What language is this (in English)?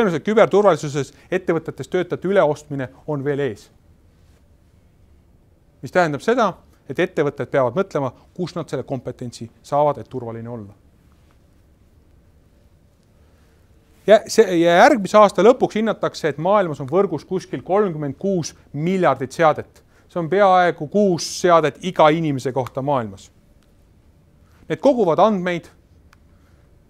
Estonian